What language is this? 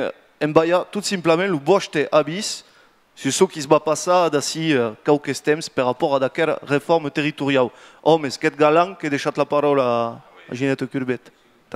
Occitan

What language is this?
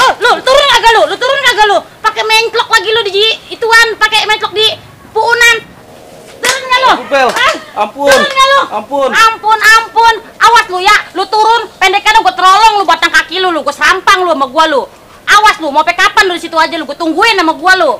Betawi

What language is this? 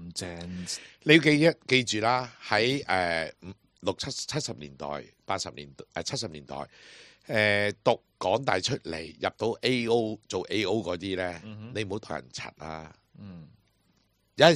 Cantonese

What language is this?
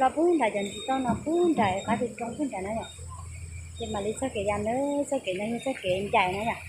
Hmong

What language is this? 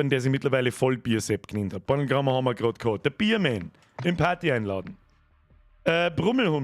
Bavarian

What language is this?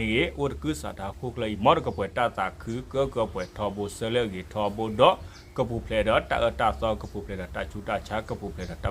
S'gaw Karen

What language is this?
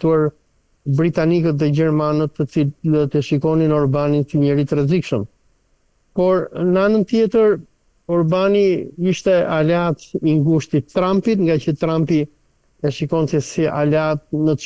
Albanian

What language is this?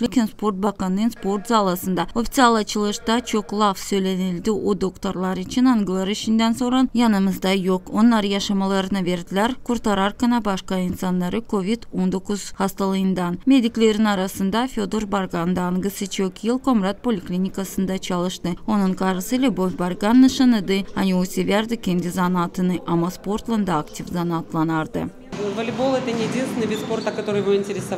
Gagauz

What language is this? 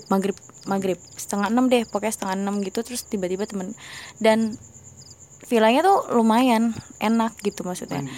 Indonesian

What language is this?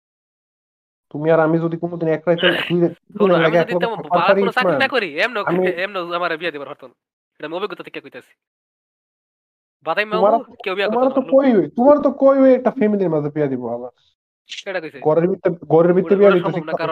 Bangla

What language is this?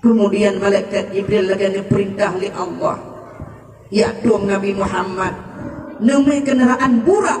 Achinese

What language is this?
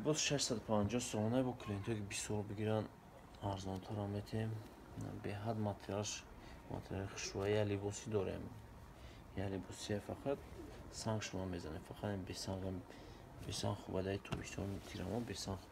Tajik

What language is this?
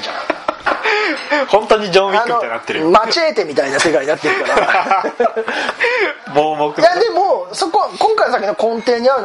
Japanese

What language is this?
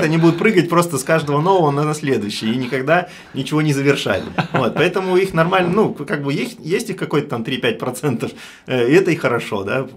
Russian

